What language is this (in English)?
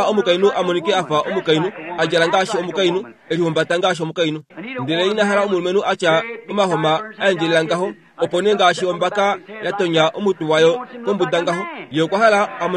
Kuanyama